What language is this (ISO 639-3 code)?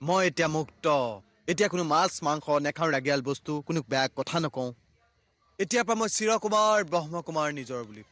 asm